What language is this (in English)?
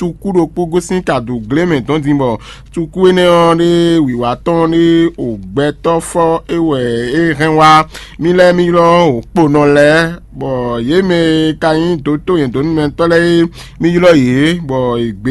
Fon